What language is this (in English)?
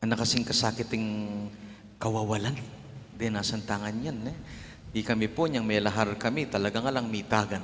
Pampanga